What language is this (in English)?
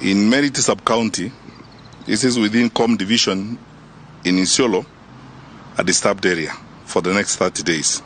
Kikuyu